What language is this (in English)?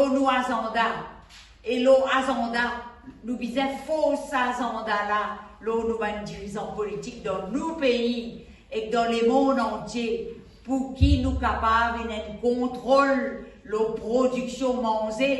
Morisyen